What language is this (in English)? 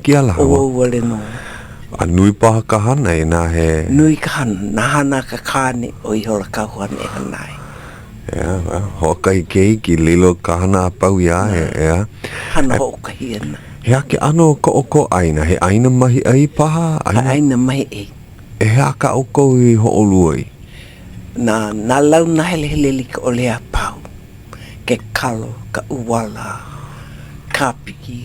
Hawaiian